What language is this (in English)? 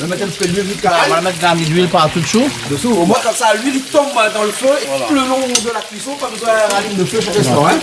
Réunion Creole French